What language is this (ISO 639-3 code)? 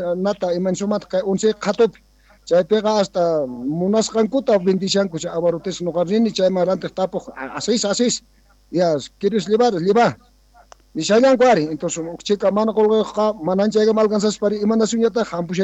quh